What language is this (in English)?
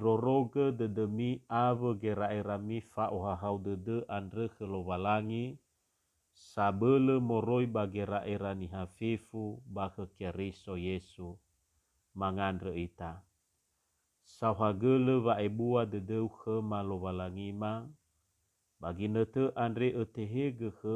Nias